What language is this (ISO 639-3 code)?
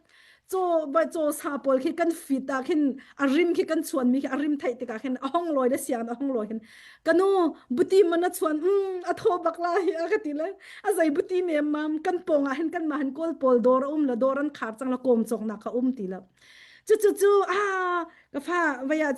cnh